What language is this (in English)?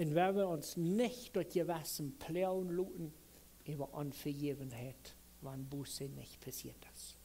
Plautdietsch